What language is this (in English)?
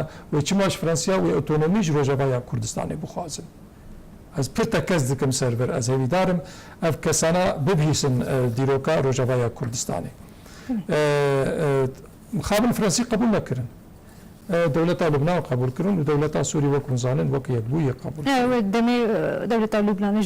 Kurdish